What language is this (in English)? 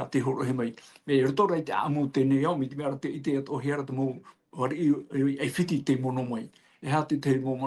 Tahitian